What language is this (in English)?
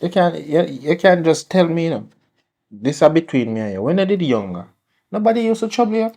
Jamaican Creole English